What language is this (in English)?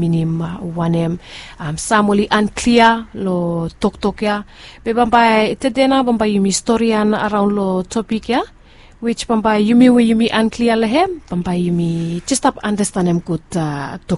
Bislama